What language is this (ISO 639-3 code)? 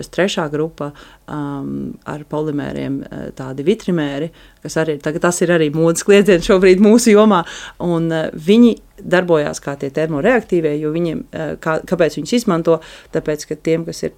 lav